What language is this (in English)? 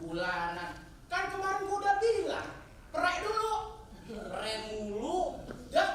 Betawi